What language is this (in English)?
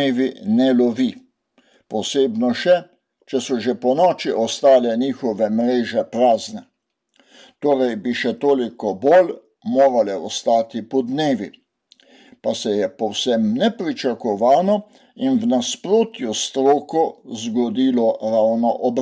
Slovenian